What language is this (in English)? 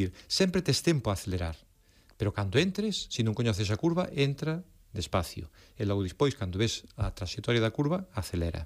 Galician